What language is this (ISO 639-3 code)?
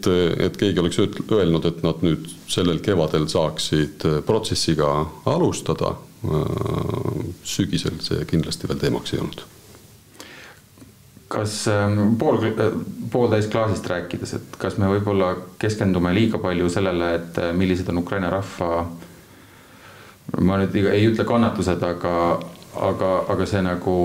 est